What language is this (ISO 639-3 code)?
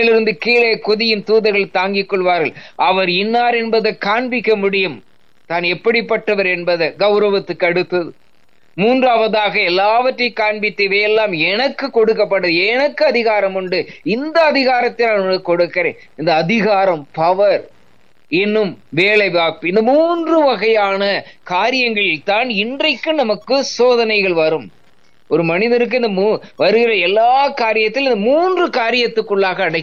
tam